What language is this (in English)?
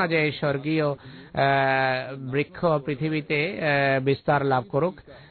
Bangla